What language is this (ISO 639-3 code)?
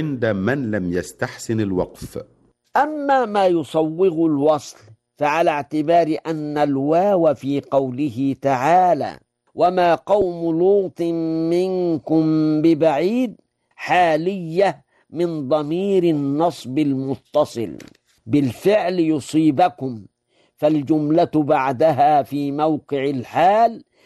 ara